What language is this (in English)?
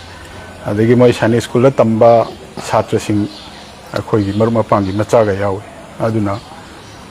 Manipuri